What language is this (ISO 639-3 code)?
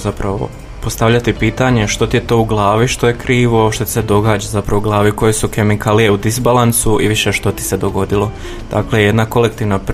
hrv